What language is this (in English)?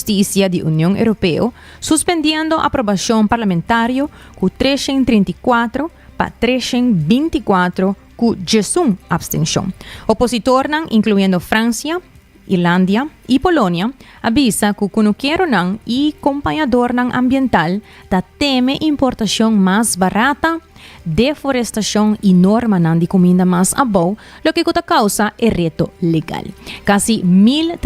Papiamento